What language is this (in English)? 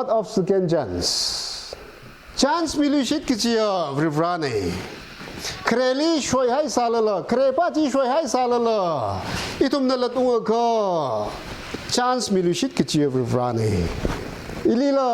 Tangkhul Naga (India)